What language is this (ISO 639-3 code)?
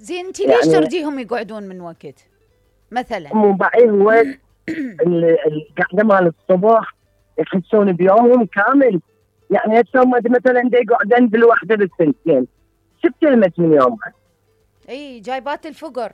acm